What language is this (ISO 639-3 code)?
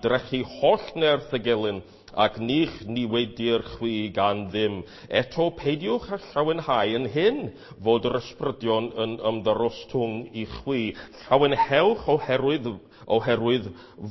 cym